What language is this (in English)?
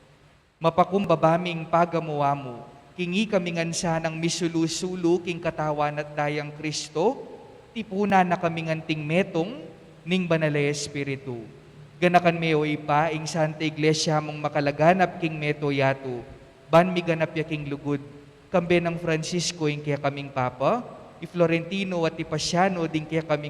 Pampanga